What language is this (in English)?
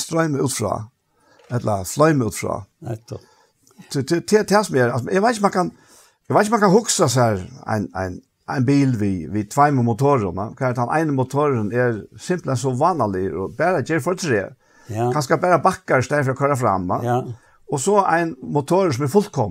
Faroese